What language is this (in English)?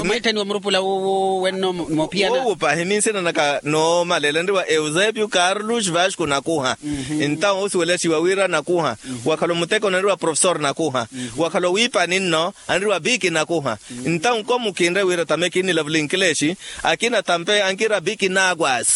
Makhuwa